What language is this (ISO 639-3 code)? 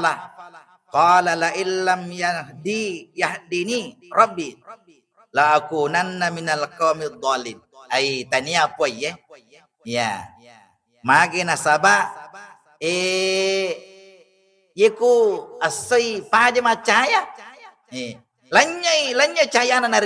bug